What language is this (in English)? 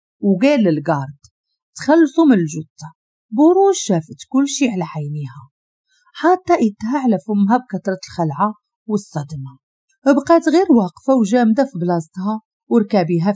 Moroccan Arabic